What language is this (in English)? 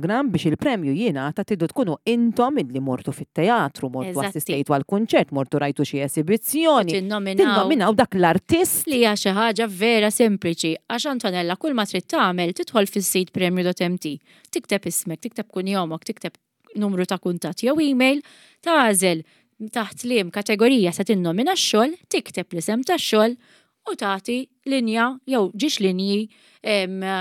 Maltese